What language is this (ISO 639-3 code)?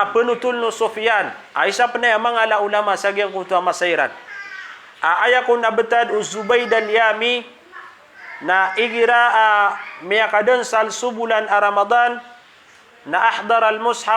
mrw